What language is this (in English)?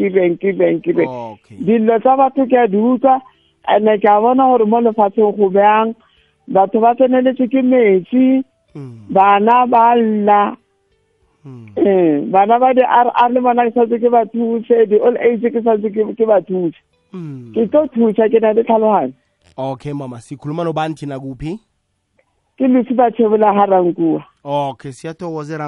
South Ndebele